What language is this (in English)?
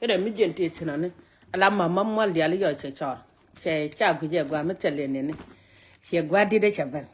Nuer